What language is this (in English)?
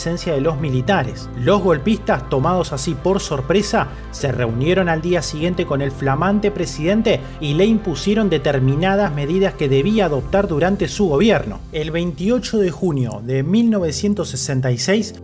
Spanish